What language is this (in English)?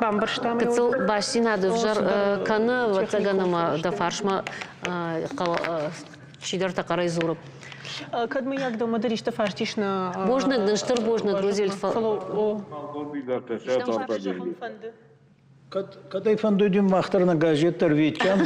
Ossetic